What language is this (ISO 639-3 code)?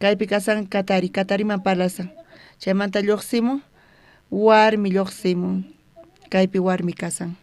quh